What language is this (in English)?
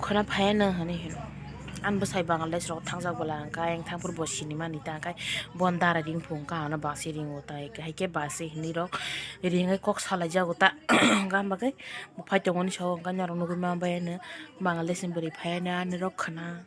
Kok Borok